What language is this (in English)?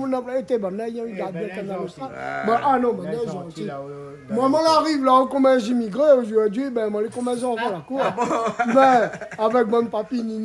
Réunion Creole French